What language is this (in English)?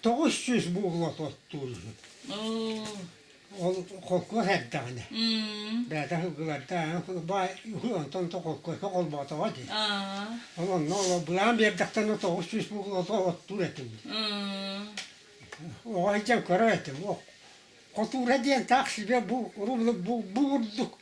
Yakut